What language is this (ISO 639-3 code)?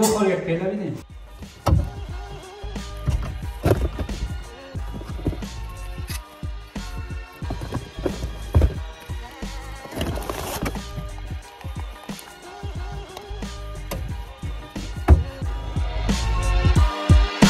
fas